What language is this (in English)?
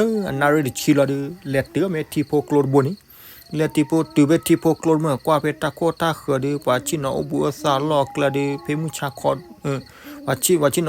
S'gaw Karen